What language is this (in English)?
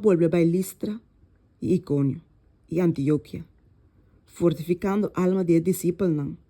Papiamento